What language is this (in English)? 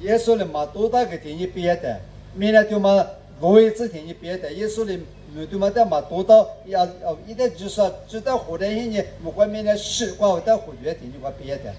Lisu